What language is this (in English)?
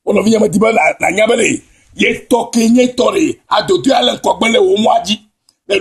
Ewe